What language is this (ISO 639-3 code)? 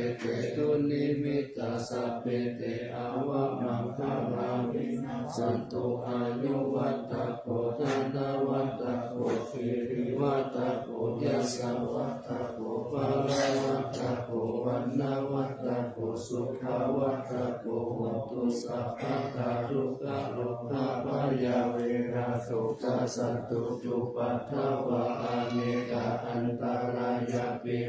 pli